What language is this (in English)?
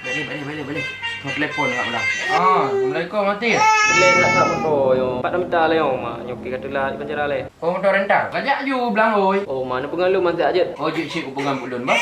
Achinese